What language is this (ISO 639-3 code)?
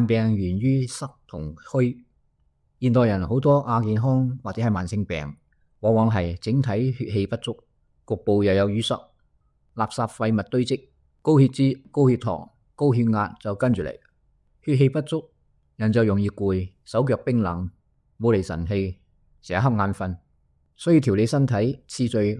yue